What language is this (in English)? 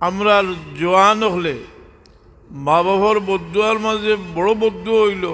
Sylheti